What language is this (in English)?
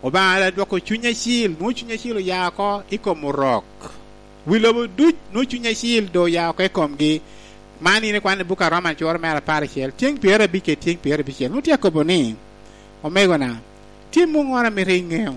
Lango (Uganda)